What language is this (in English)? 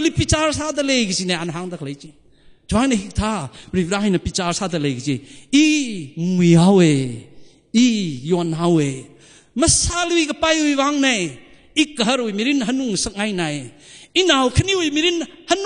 Tangkhul Naga (India)